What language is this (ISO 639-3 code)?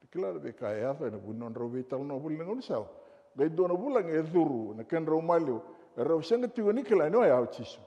fij